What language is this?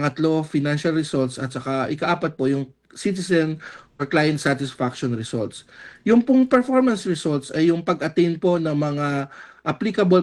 Filipino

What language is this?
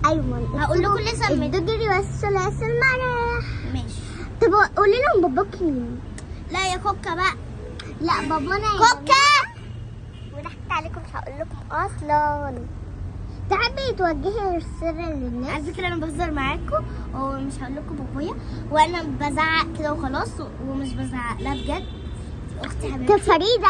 Egyptian Arabic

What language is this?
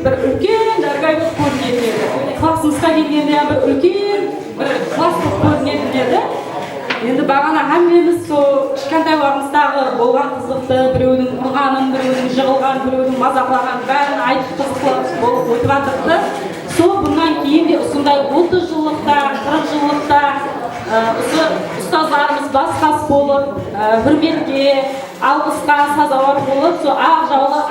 Kara-Kalpak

